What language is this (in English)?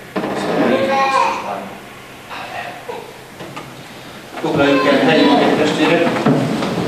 Hungarian